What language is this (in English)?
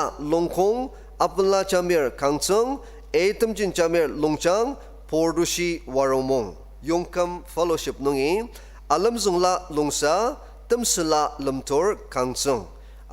Ao Naga